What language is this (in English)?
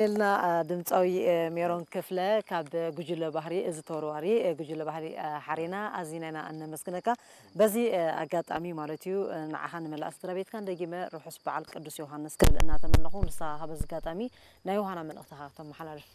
Tigrinya